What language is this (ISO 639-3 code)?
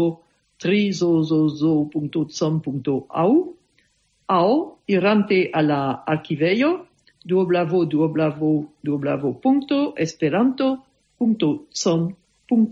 epo